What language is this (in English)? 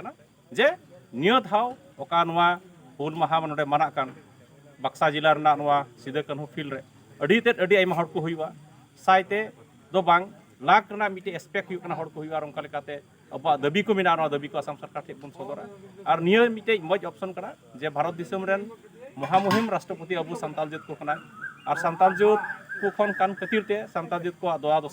Santali